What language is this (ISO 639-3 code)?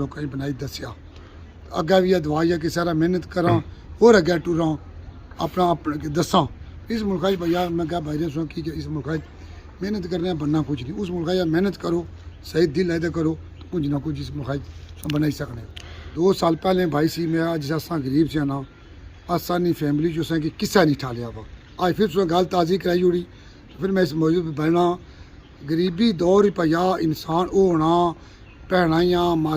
phr